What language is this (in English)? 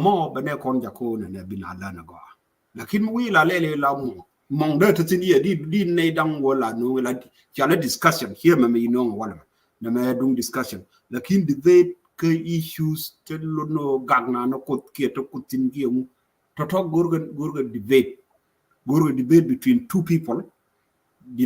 Nuer